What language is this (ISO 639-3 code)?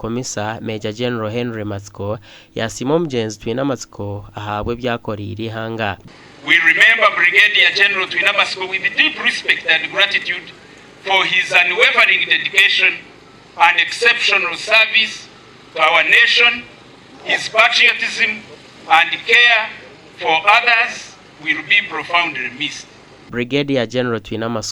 nyn